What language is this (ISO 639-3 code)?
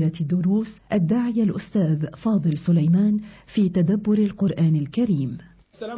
ara